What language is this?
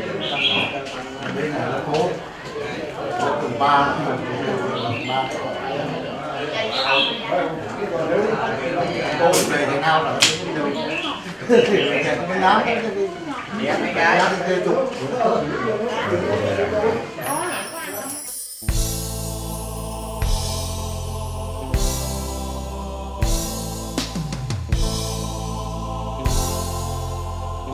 Vietnamese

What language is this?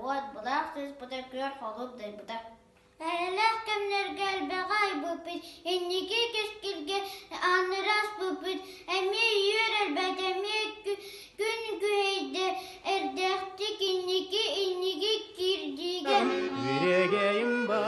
Yakut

